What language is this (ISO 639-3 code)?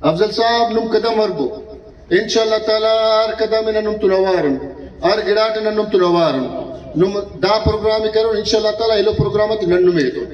brh